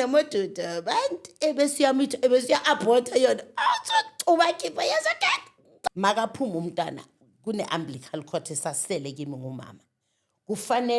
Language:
Zulu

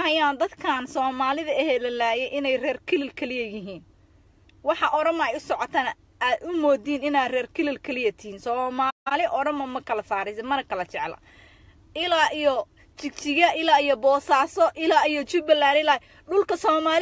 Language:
Somali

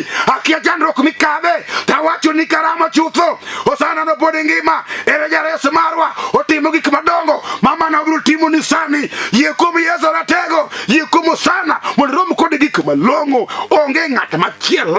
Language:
Luo (Kenya and Tanzania)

